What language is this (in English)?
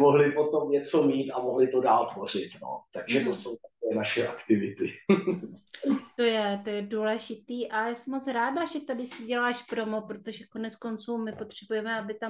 Czech